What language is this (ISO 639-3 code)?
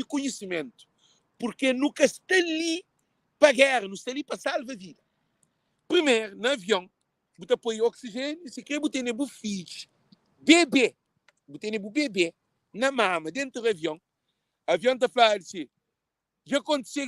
kea